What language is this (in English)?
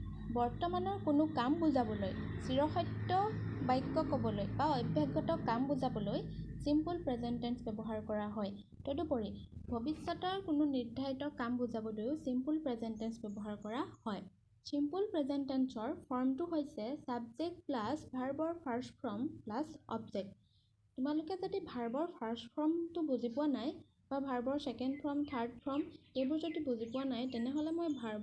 Assamese